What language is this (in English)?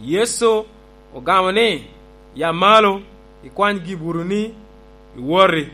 Lango (Uganda)